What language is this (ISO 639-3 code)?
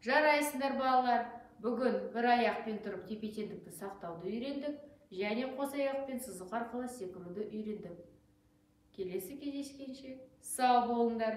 kaz